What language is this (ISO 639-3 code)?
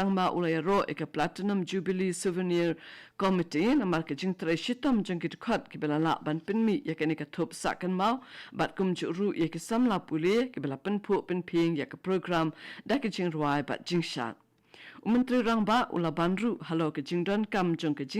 kha